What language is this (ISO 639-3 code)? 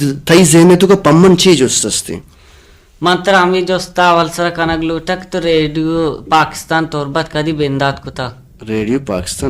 bal